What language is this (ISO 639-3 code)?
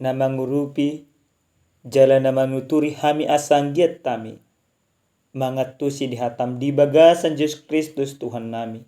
bbc